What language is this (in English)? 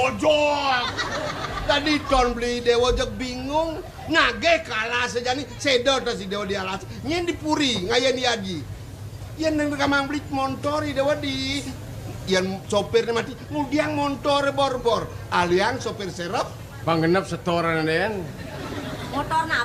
Balinese